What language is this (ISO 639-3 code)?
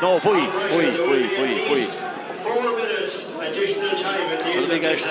gle